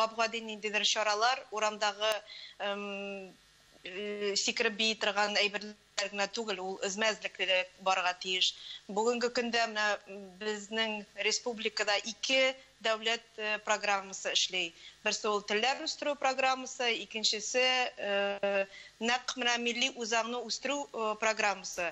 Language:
Tatar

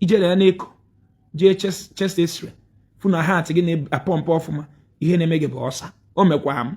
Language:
Igbo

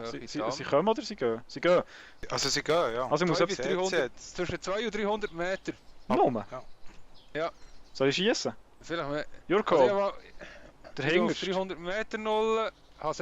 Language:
Swiss German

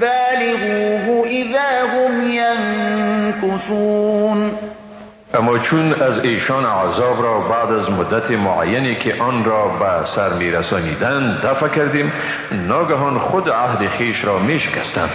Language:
Persian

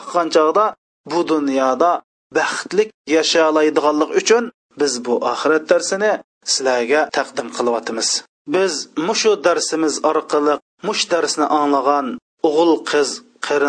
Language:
Uyghur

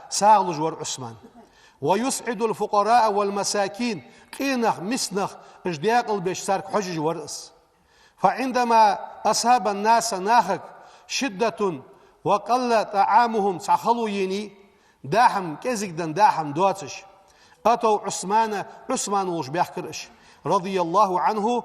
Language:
Ingush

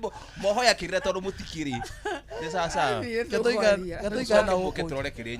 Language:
Kikuyu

